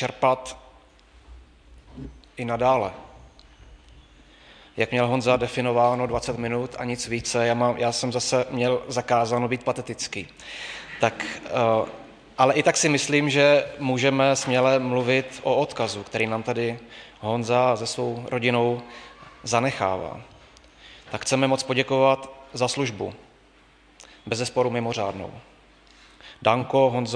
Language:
Czech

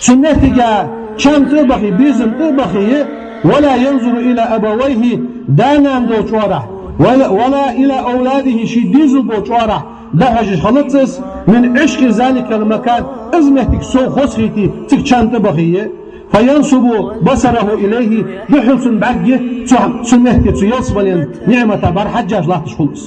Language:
Ingush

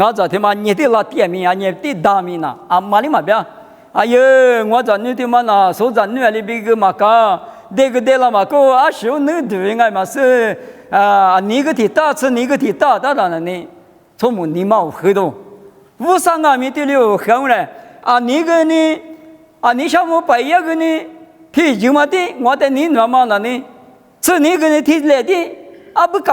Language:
Lisu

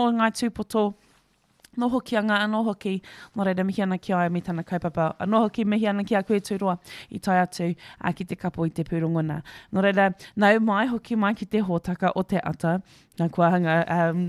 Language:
Māori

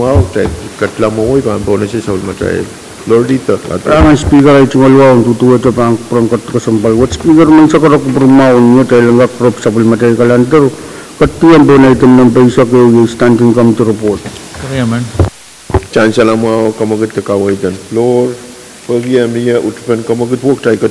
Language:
Pohnpeian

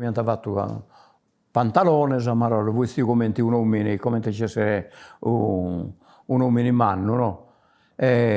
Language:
Sardinian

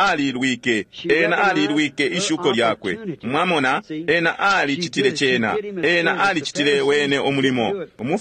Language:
Bemba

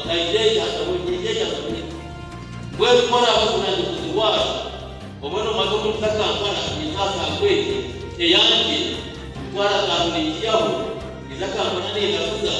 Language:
Nyankole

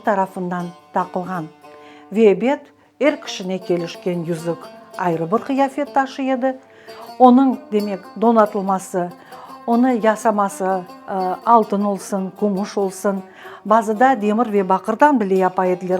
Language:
Crimean Tatar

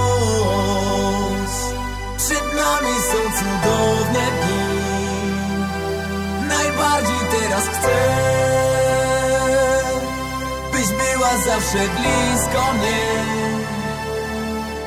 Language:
Polish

